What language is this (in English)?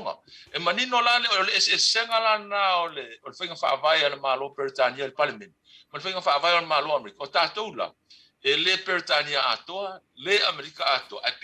Samoan